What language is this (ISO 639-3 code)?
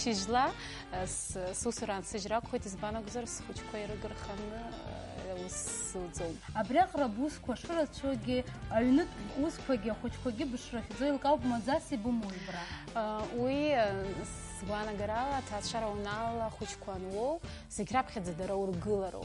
abk